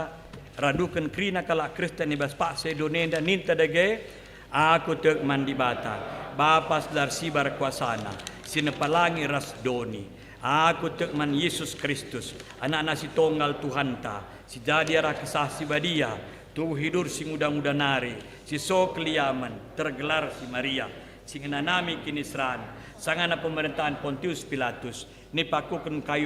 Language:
Batak Karo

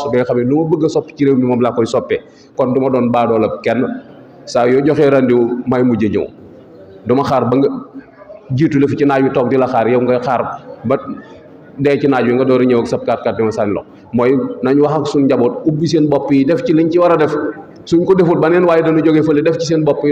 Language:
Wolof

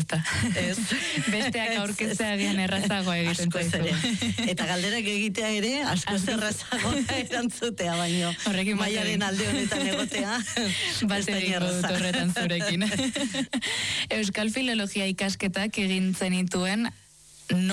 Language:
Basque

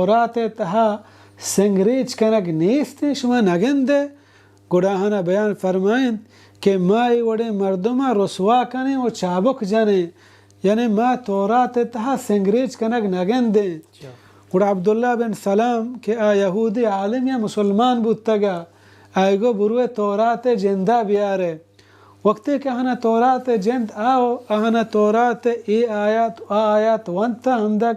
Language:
Baluchi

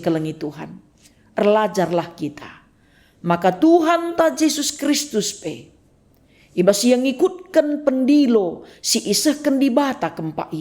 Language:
Batak Karo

